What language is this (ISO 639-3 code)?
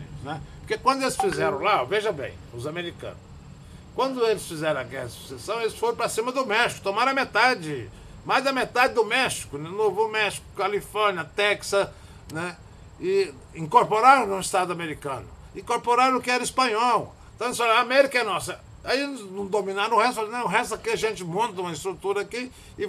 por